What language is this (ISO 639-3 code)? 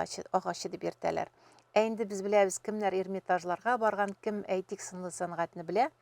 tat